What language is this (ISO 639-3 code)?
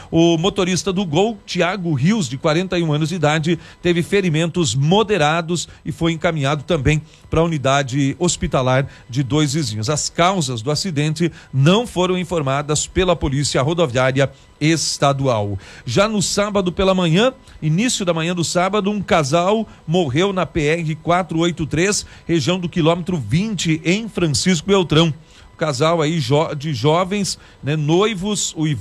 por